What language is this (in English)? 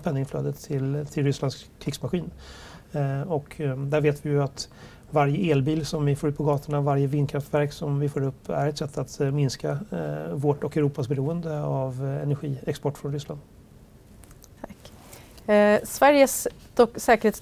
Swedish